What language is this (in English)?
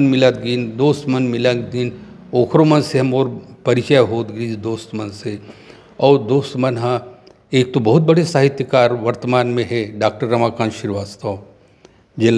Chhattisgarhi